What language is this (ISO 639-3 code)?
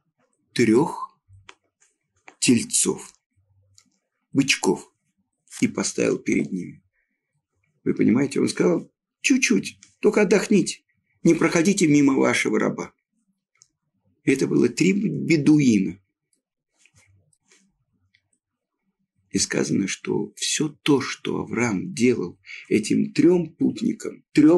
rus